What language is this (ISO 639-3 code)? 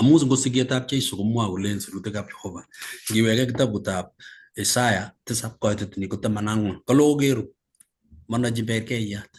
kln